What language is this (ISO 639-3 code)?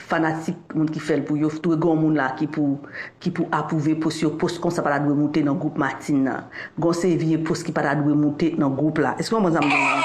hat